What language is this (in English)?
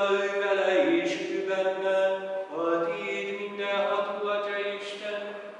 Hungarian